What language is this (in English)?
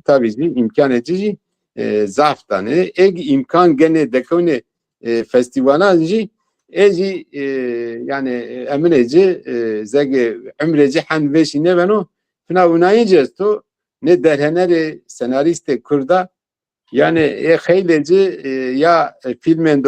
Zaza